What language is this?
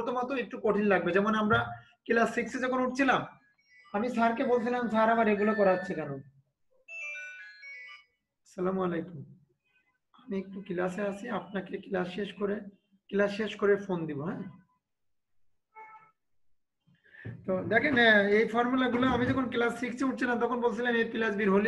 Bangla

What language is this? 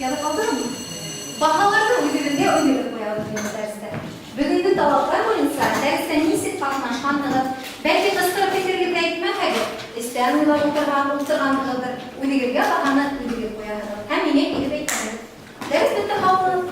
Bashkir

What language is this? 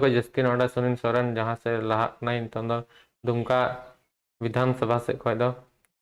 Santali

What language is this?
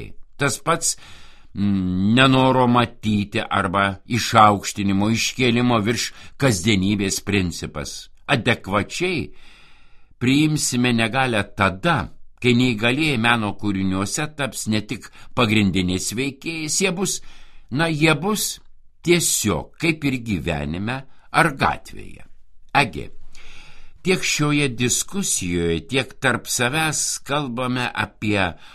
Lithuanian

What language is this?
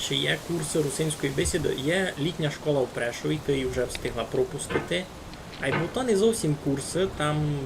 Rusyn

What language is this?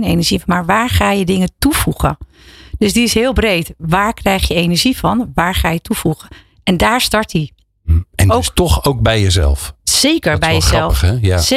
Dutch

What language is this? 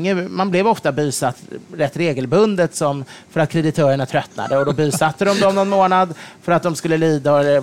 Swedish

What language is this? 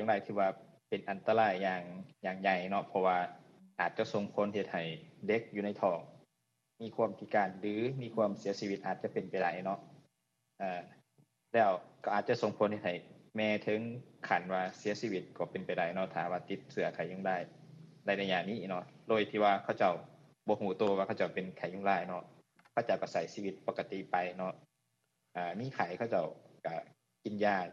Lao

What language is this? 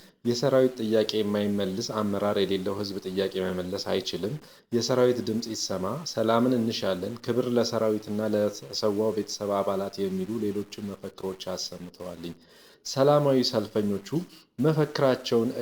Amharic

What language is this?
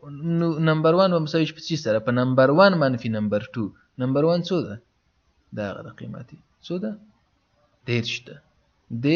Pashto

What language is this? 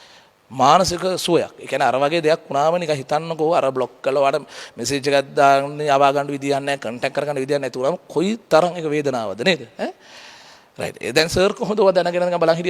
Sinhala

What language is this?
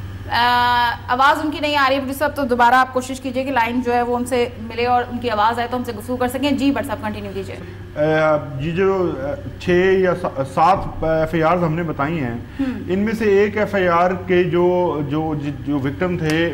Urdu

